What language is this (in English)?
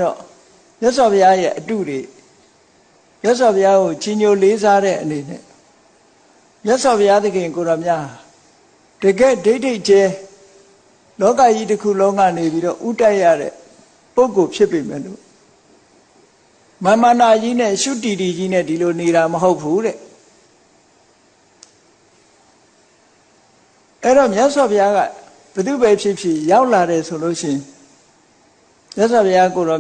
Burmese